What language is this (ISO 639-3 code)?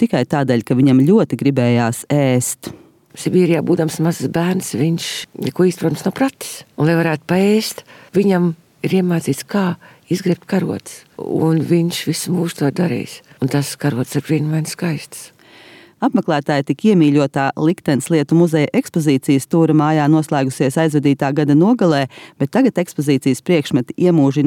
lav